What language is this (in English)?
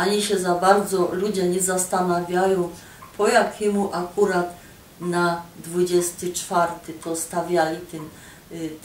Silesian